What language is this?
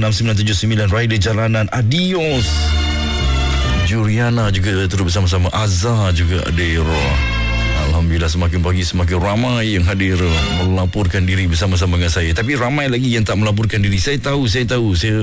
Malay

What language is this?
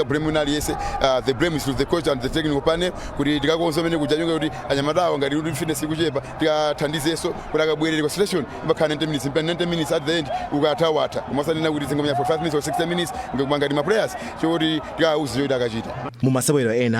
Nyanja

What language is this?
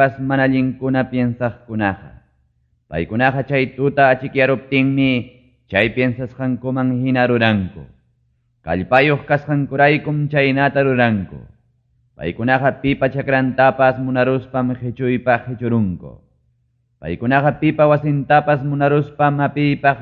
Ayacucho Quechua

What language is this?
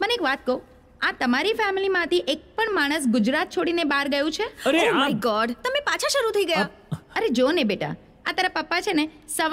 Gujarati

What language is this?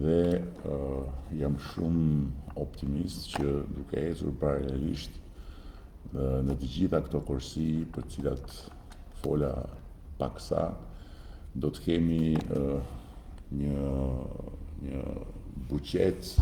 Albanian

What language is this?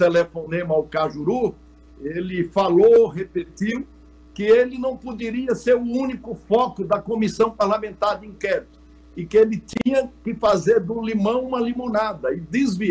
Portuguese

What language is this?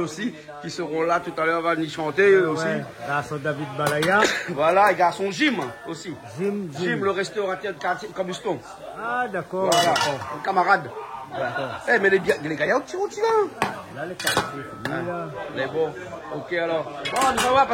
Réunion Creole French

